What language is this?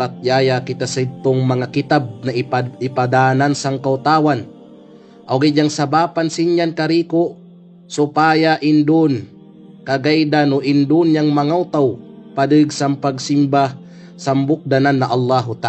Kalagan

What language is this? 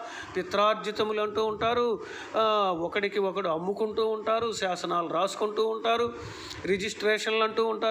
Telugu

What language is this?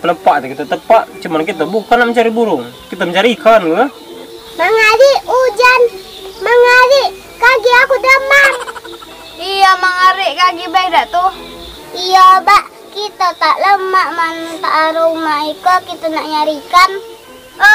Musi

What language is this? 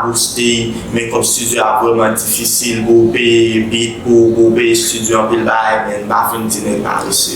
Haitian Creole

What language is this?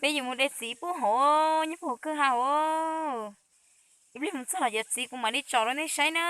Hmong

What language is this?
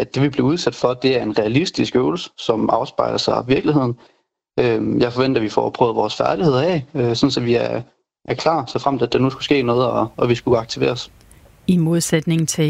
Danish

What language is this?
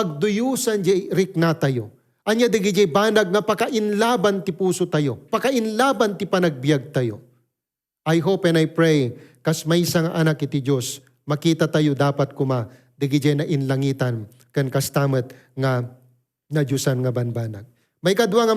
Iloko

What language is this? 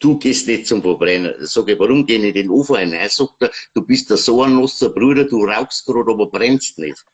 Bavarian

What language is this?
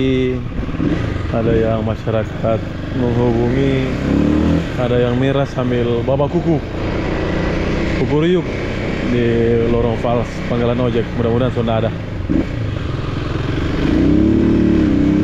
Indonesian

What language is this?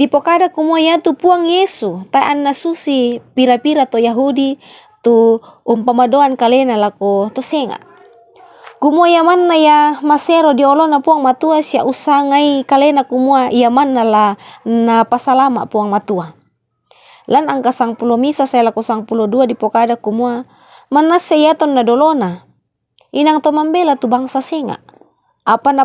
Toraja-Sa'dan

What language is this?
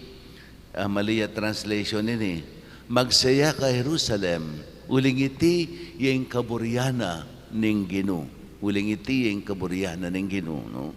Pampanga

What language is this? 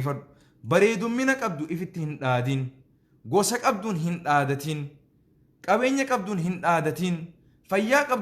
Oromo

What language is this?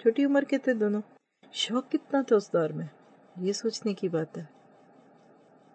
Urdu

